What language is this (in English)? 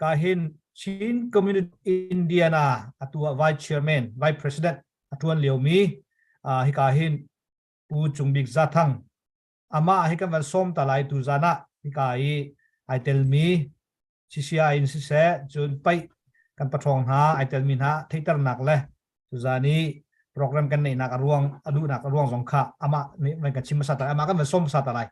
Hakha Chin